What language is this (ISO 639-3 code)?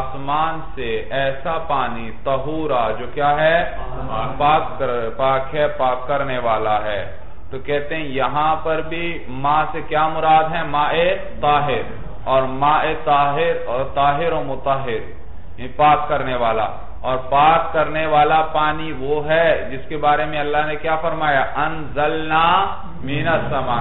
urd